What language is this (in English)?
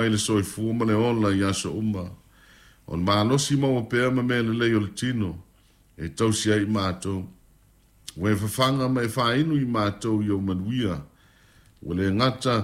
Samoan